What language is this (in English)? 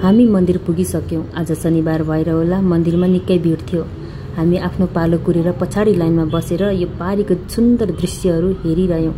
Nepali